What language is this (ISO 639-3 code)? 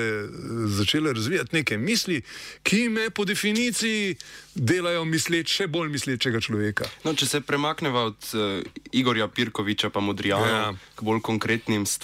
slv